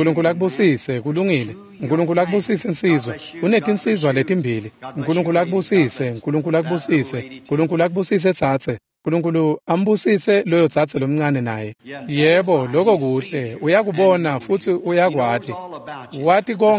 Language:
Swati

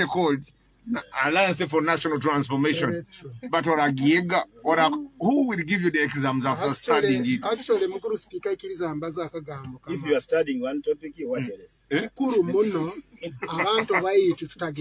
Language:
Nyoro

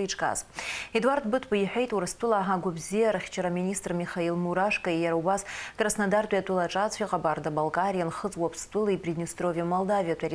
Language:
Abkhazian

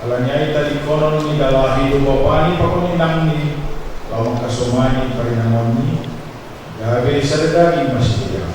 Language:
Batak Simalungun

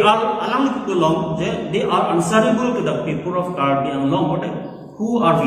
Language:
Karbi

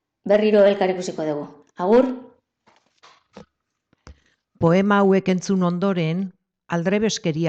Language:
Basque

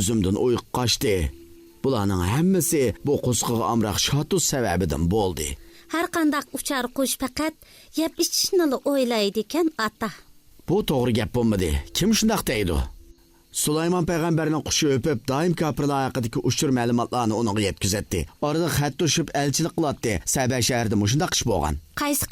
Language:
Uyghur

